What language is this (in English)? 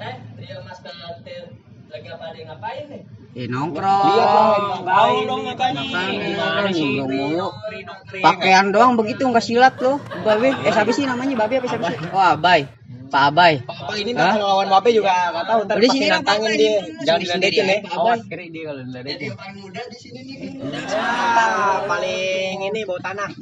Betawi